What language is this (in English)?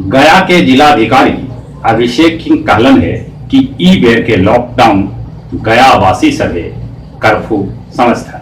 Magahi